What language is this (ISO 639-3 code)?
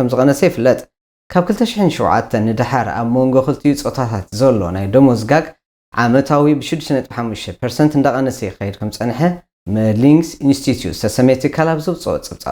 tir